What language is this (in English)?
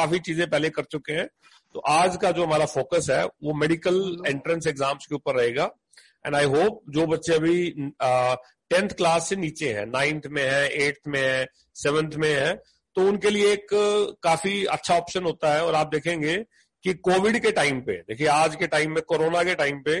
Hindi